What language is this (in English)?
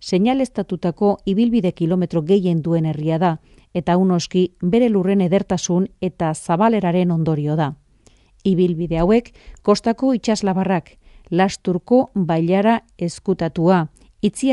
Basque